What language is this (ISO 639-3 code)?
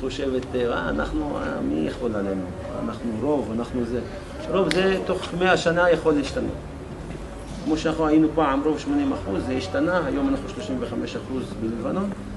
heb